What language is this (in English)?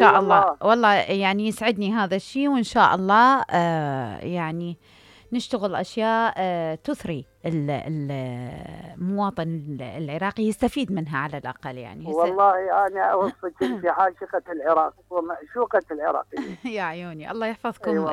Mesopotamian Arabic